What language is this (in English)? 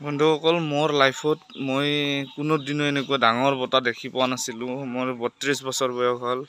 Assamese